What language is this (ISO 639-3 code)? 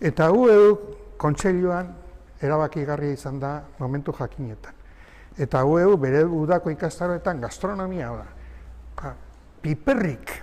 eus